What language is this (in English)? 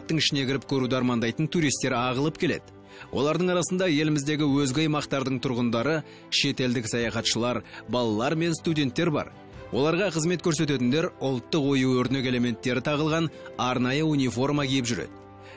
Kazakh